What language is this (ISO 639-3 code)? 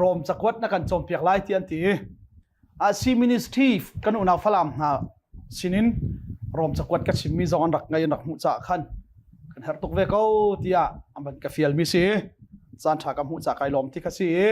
cnh